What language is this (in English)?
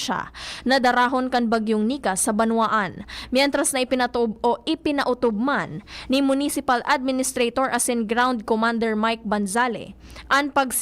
Bikol